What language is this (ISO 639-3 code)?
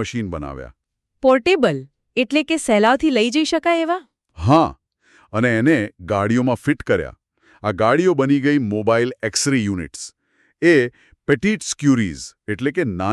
guj